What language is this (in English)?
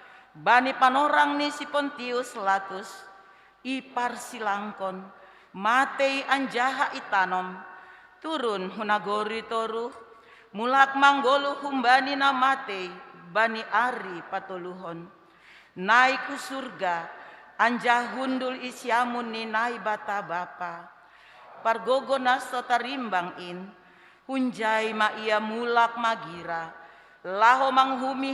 Batak Simalungun